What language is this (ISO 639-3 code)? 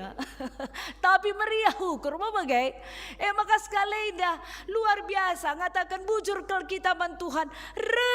btx